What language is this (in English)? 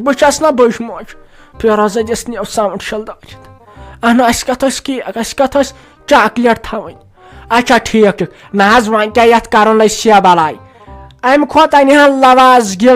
Kashmiri